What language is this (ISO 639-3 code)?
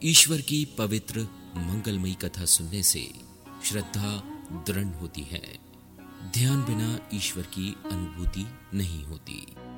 hin